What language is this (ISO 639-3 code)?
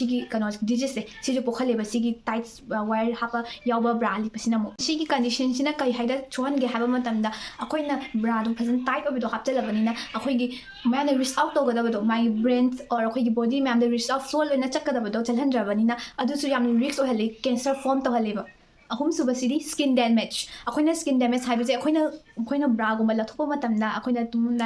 mni